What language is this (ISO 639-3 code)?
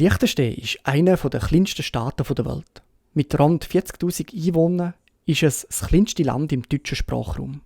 gsw